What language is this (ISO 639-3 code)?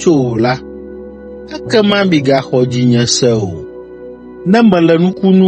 ewe